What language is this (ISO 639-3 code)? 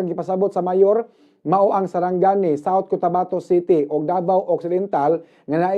ceb